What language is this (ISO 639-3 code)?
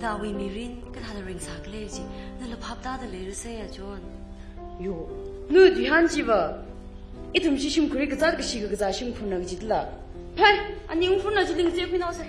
nmf